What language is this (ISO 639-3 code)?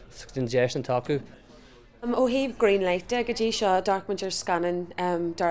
gle